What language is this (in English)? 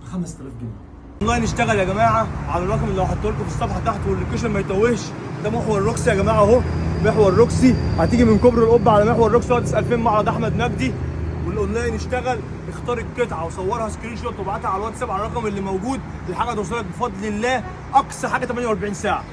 Egyptian Arabic